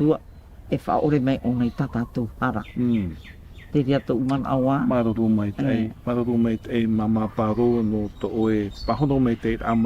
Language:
Tahitian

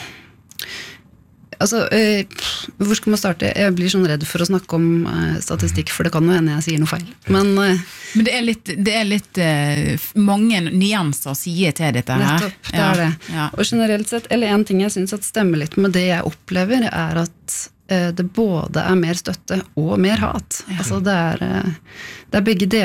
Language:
Norwegian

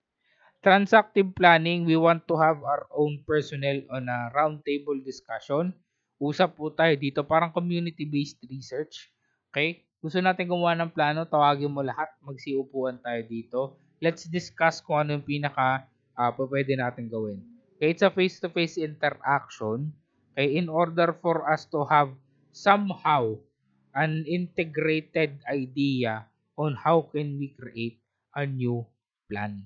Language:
Filipino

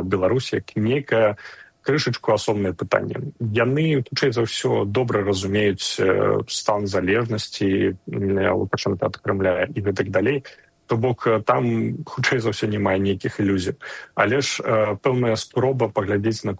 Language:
Belarusian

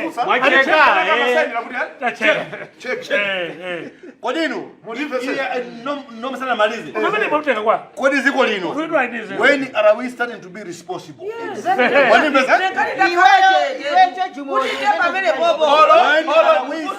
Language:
Nyanja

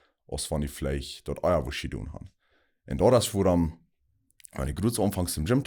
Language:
Plautdietsch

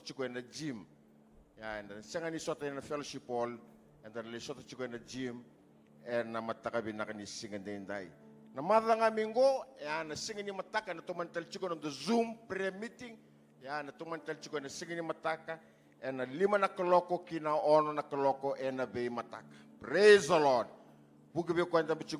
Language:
Fijian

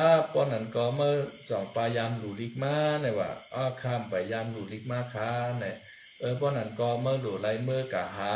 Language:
Shan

